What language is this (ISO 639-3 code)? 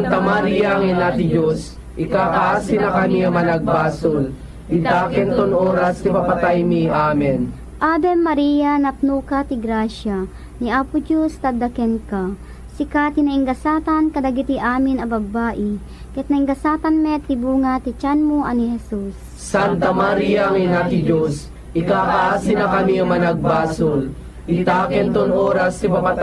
ilo